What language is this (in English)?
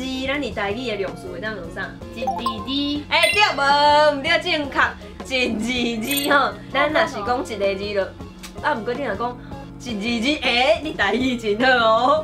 Min Nan Chinese